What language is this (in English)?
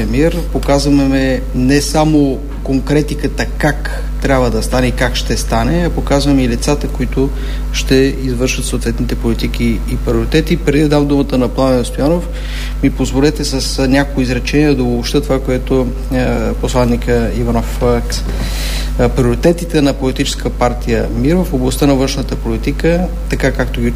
Bulgarian